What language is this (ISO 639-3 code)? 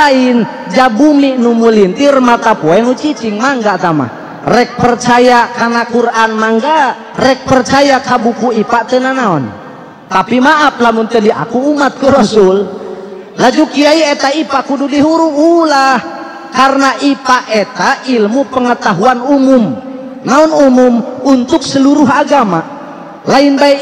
sun